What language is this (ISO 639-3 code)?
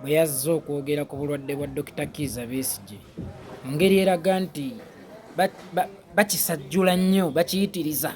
lug